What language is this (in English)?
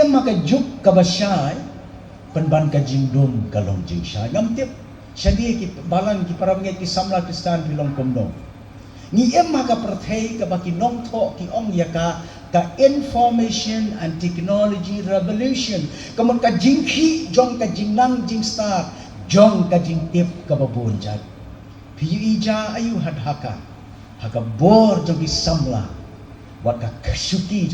Khasi